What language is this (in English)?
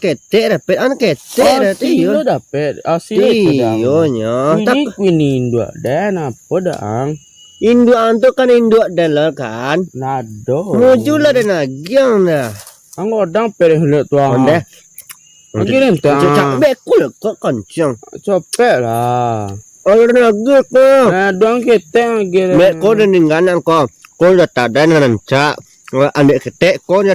Minangkabau